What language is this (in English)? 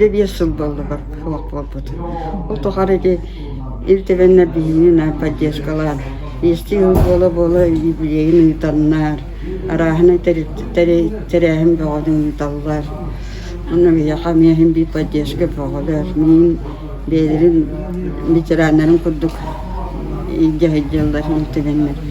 Yakut